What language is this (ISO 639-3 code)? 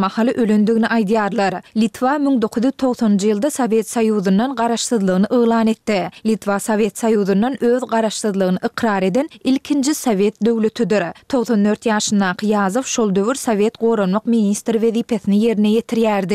tuk